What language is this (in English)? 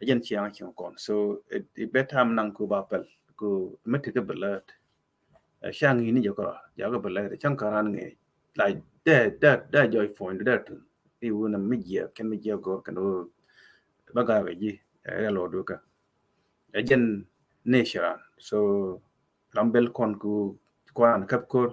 Nuer